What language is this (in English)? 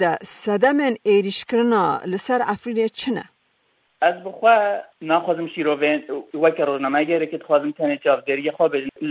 Kurdish